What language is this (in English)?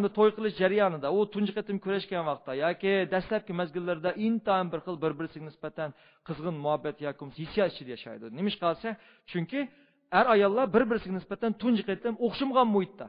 Uyghur